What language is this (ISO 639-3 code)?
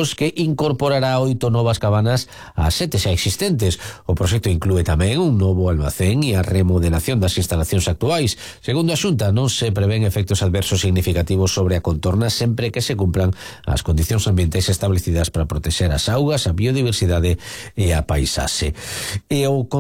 glg